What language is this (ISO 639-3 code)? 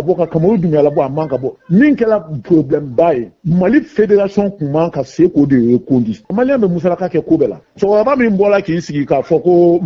bam